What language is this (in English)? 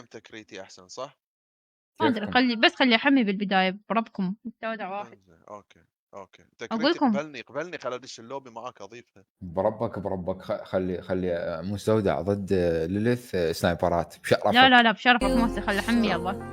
Mesopotamian Arabic